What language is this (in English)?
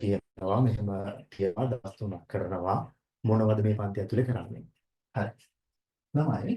Sinhala